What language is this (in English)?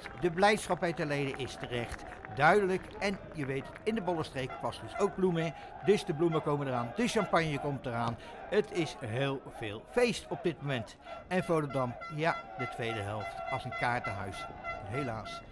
Dutch